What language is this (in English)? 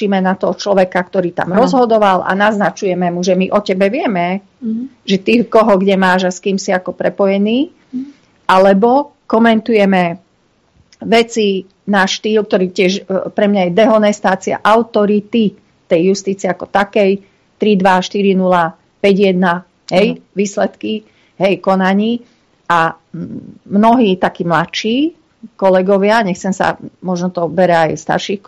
Slovak